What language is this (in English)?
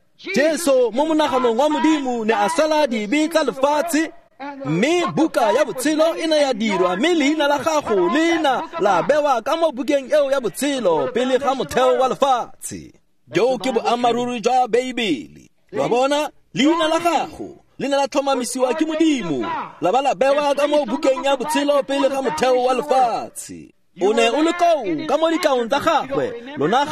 Tswana